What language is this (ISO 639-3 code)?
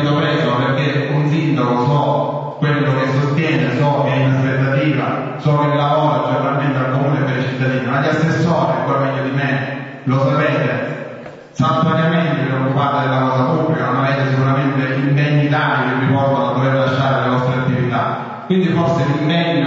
ita